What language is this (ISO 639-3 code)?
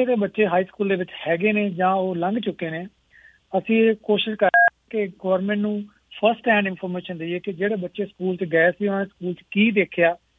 pan